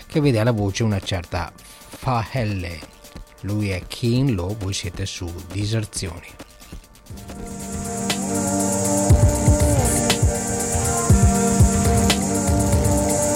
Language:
Italian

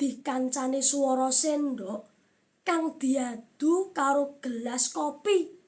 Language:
Javanese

